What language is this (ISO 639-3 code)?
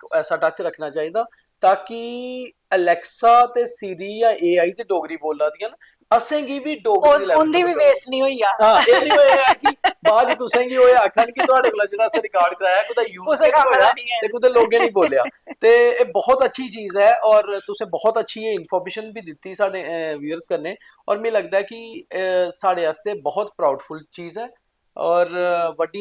doi